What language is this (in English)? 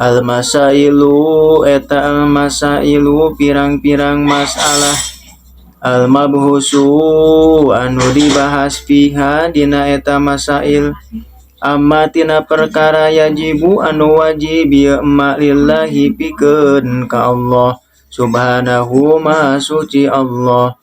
Sundanese